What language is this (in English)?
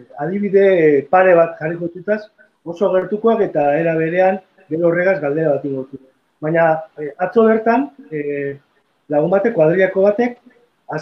Basque